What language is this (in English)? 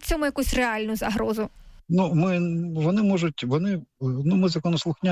Ukrainian